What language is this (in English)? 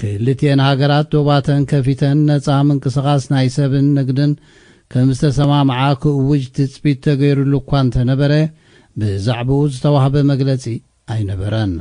Tigrinya